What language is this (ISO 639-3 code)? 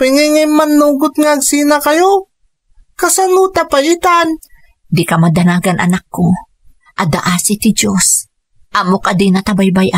ilo